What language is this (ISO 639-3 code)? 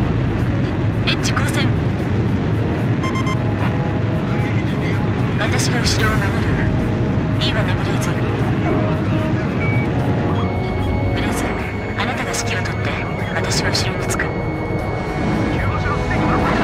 jpn